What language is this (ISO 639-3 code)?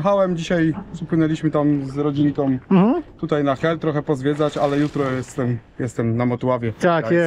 pol